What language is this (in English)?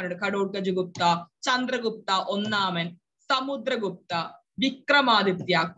Malayalam